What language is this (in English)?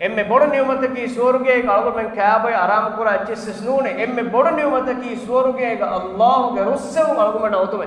Divehi